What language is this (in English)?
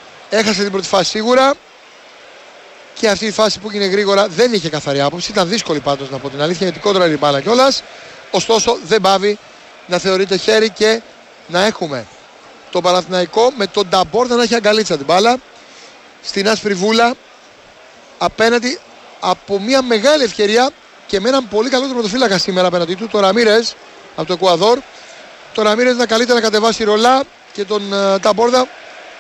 Greek